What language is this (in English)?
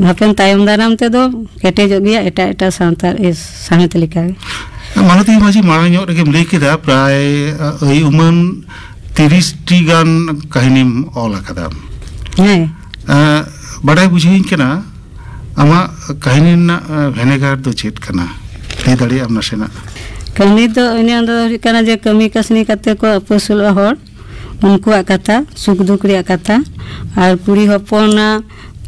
Santali